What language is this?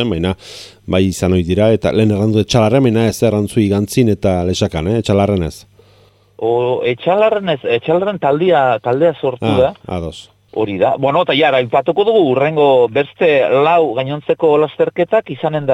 Basque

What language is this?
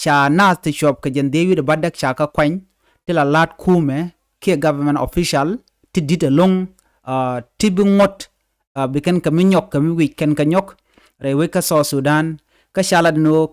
Nuer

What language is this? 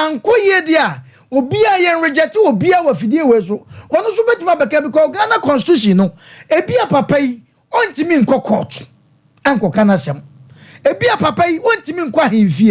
Akan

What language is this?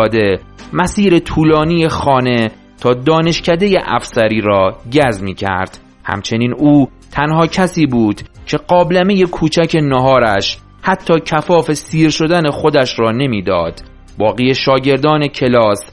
Persian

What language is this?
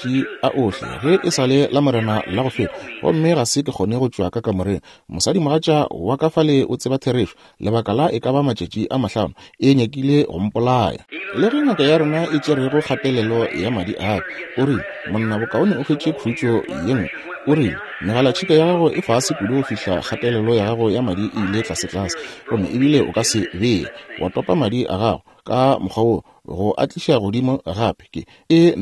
Northern Sotho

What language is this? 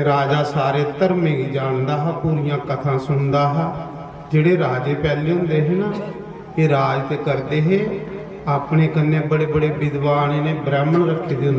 Dogri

